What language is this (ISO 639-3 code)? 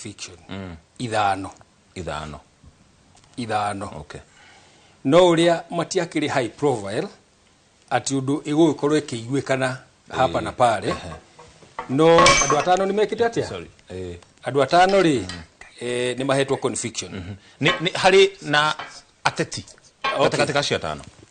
kik